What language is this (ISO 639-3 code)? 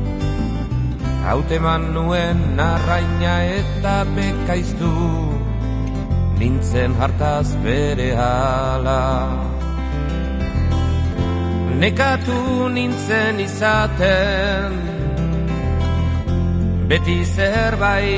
eus